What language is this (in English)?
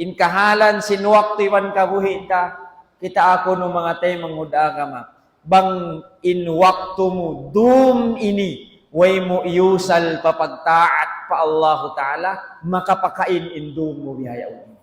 Tausug